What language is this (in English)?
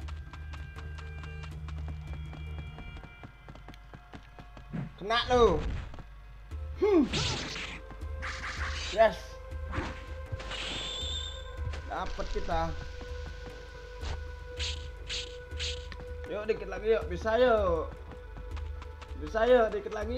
Indonesian